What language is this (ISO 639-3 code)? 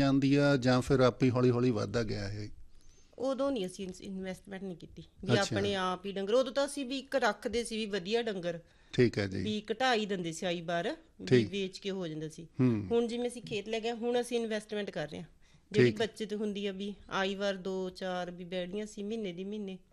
pan